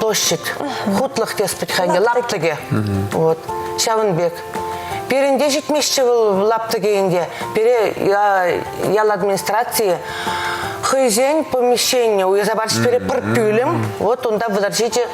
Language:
Chuvash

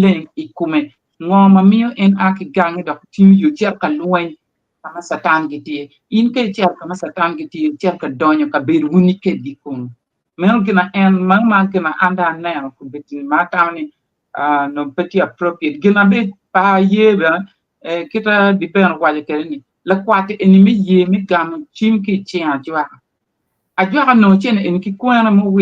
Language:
Acoli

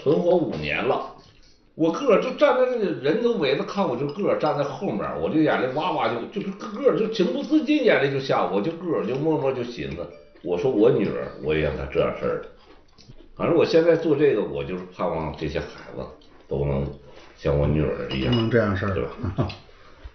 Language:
Chinese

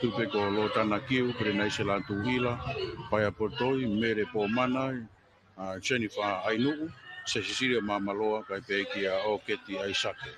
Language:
Tongan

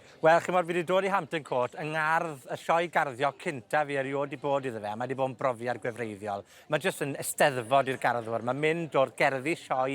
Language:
Welsh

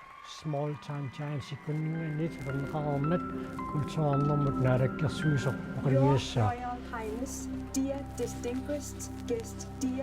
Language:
Kalaallisut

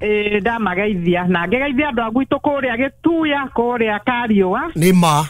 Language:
Kikuyu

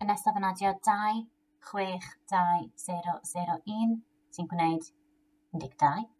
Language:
Welsh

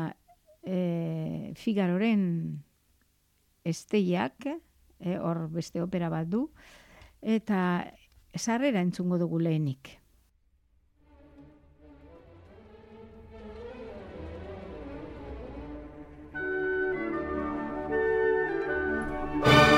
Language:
Basque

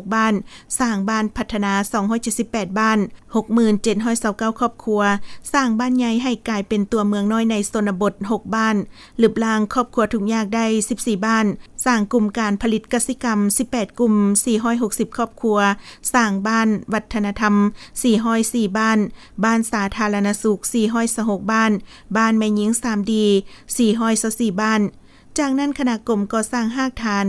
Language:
Lao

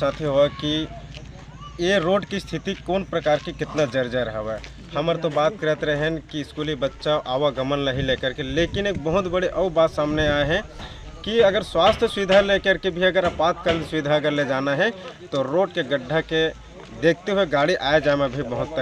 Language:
Chhattisgarhi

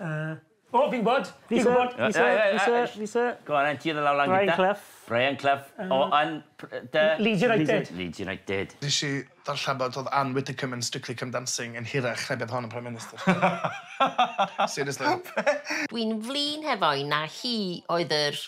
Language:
Welsh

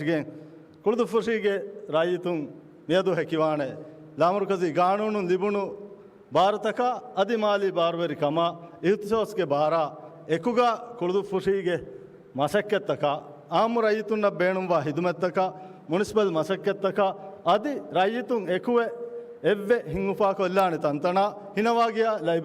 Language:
Divehi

